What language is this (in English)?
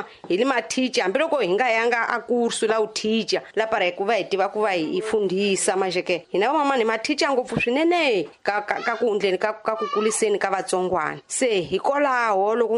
Tsonga